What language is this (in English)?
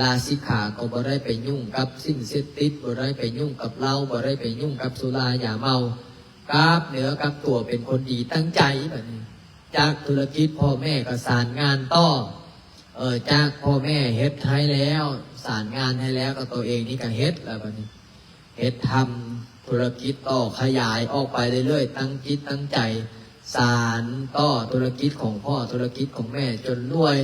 Lao